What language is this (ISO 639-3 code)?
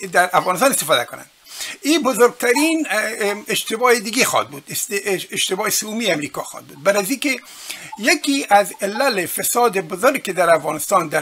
fas